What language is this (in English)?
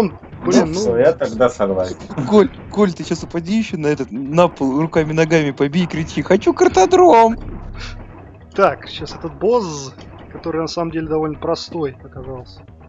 Russian